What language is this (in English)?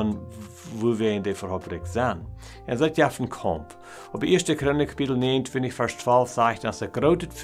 Plautdietsch